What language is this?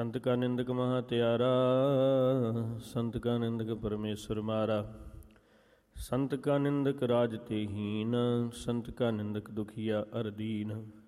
Punjabi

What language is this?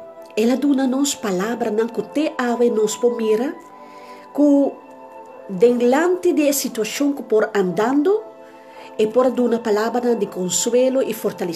Papiamento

